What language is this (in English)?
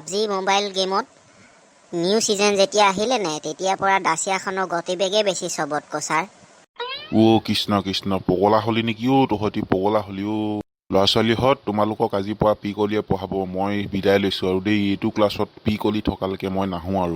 Assamese